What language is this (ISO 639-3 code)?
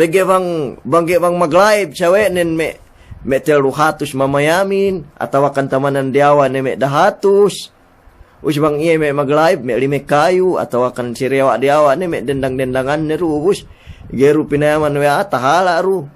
yka